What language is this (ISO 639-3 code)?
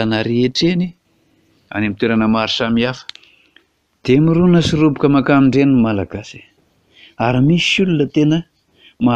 mlg